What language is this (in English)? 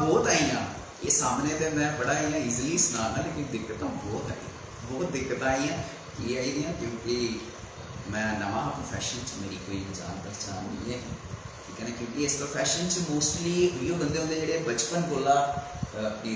Dogri